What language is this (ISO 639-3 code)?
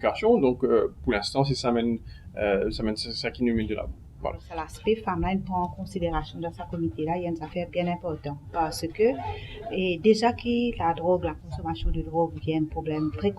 mfe